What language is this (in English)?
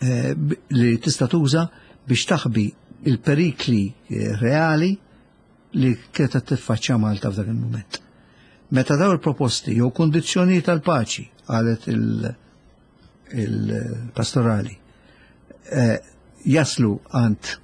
Maltese